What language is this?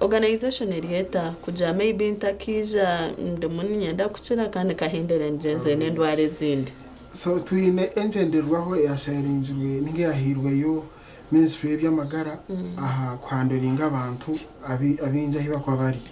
Nyankole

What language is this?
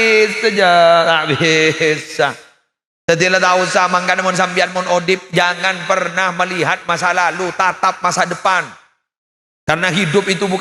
Madurese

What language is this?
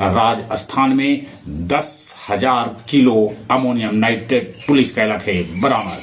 Magahi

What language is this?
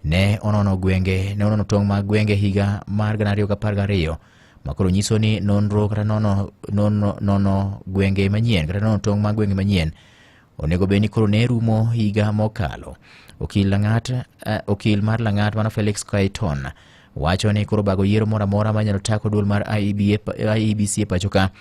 Luo (Kenya and Tanzania)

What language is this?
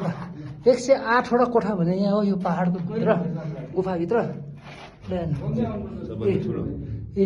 Nepali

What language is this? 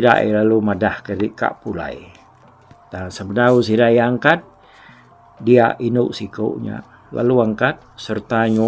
Iban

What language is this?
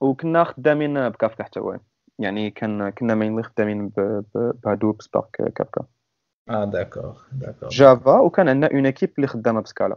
Moroccan Arabic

